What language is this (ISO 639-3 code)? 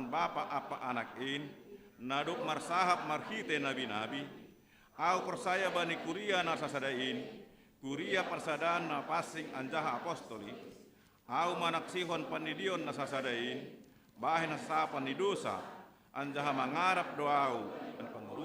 bts